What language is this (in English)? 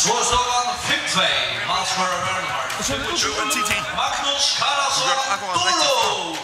Faroese